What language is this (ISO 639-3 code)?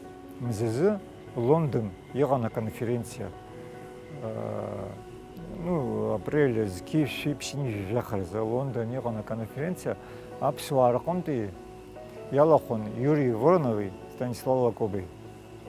abk